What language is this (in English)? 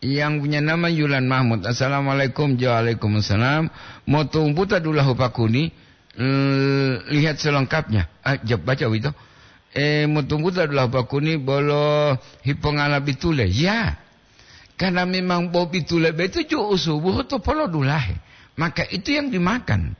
Gorontalo